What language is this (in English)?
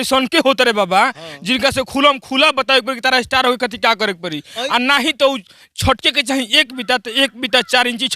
Bhojpuri